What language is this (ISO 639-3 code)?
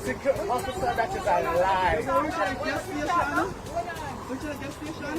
jam